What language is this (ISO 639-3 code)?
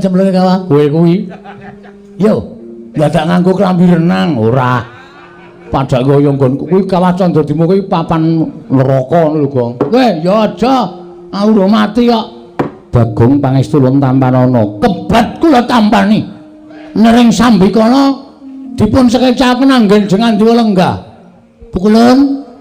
jav